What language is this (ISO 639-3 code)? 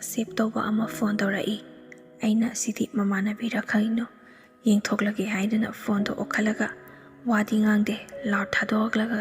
mni